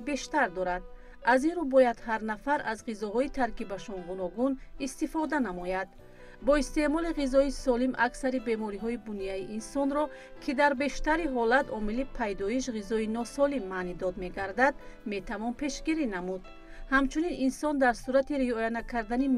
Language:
Tajik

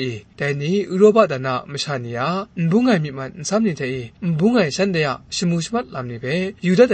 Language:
Kachin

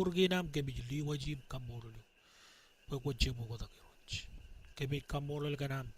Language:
Marshallese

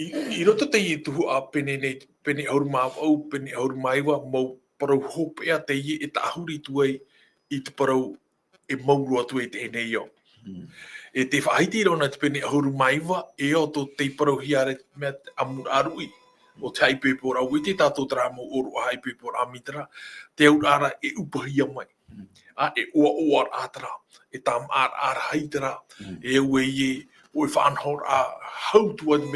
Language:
Tahitian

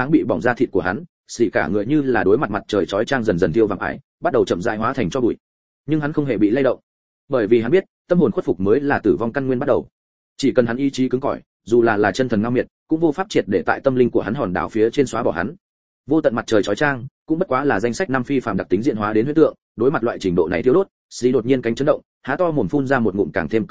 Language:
Vietnamese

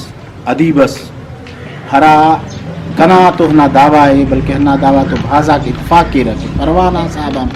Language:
Brahui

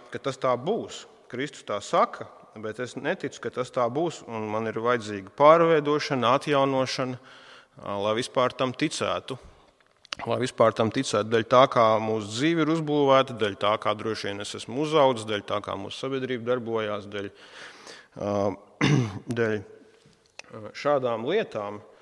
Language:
Latvian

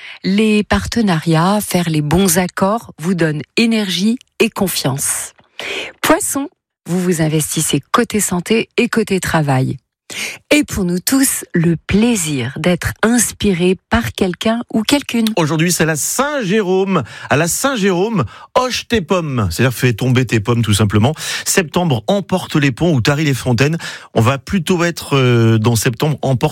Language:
French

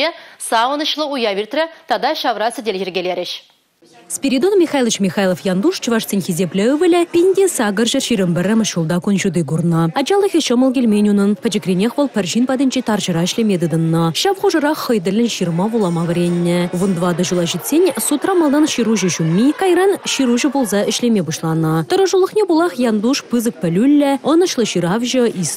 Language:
Chuvash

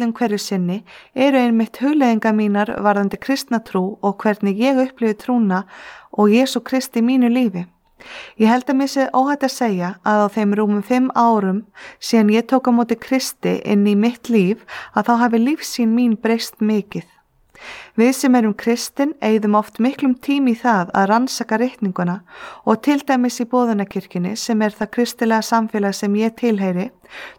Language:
Icelandic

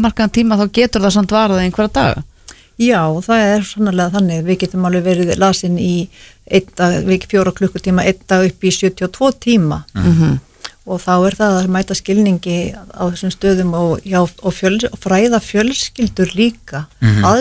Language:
Icelandic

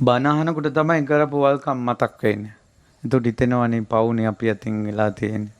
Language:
Sinhala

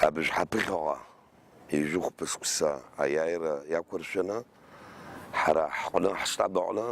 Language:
Abkhazian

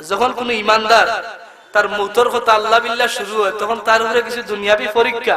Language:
Sylheti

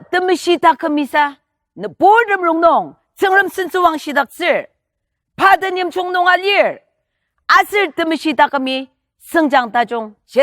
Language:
Ao Naga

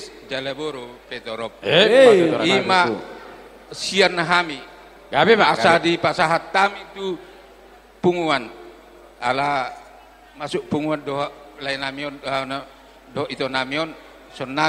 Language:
Batak Toba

